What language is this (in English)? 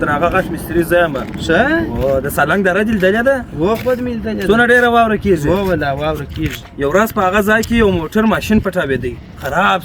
Pashto